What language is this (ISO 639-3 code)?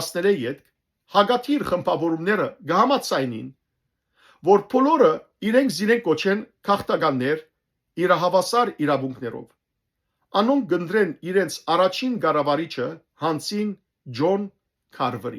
hyw